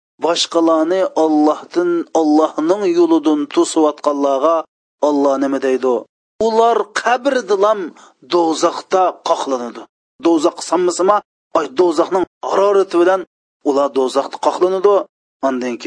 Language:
Uyghur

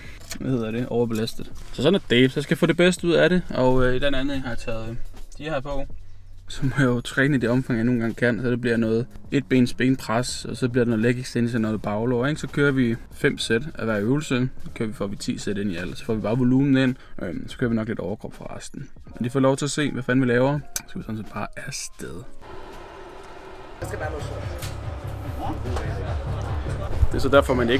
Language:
Danish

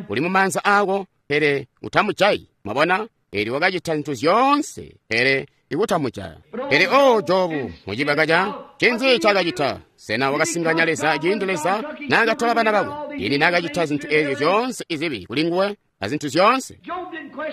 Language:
Tonga (Zambia)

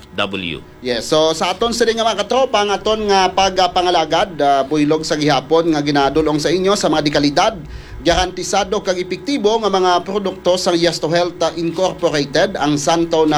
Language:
Hiligaynon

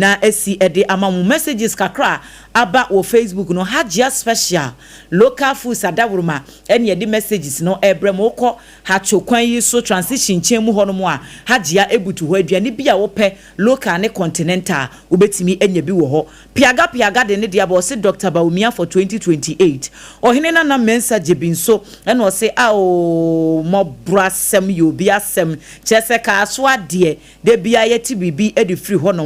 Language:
Akan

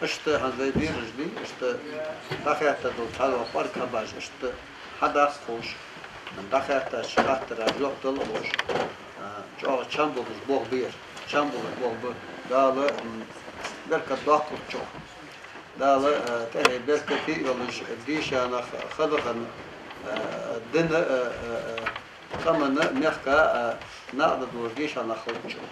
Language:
Ingush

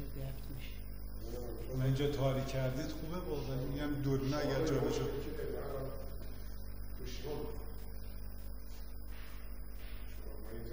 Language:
Persian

